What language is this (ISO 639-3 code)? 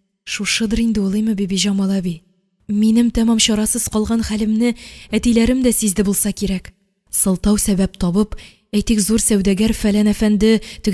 tat